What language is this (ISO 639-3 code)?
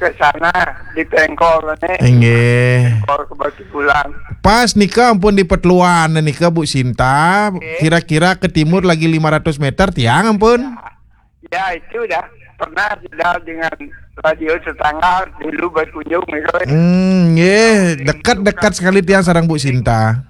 ban